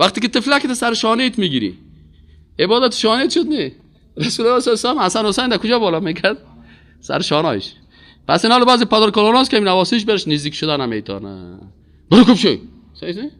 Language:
Persian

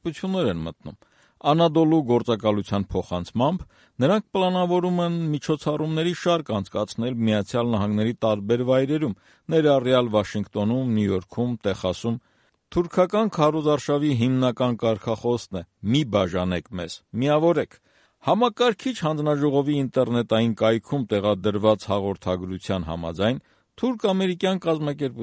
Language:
Armenian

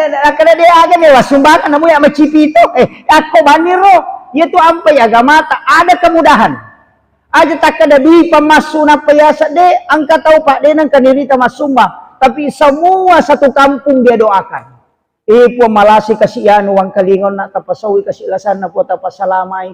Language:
Buginese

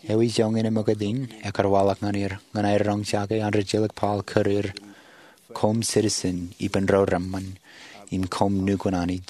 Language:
Marshallese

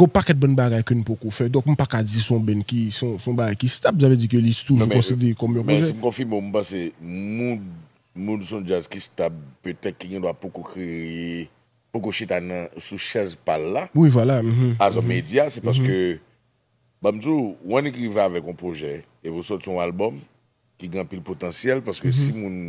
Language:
Haitian Creole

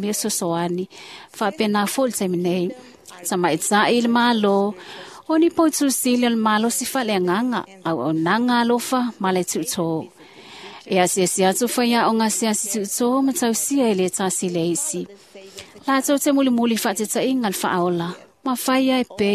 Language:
Samoan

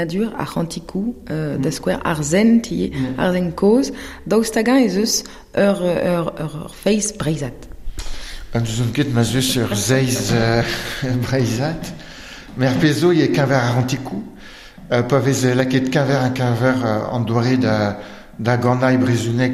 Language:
Breton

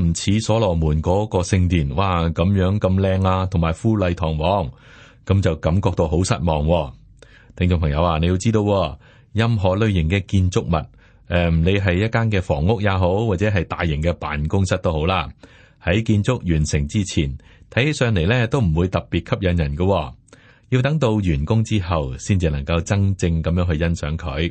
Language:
Cantonese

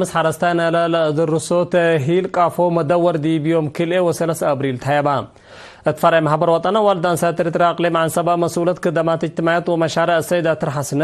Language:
Tigre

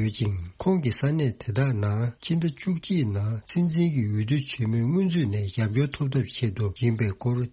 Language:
Tibetan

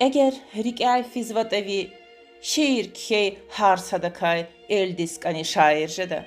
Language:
Lezghian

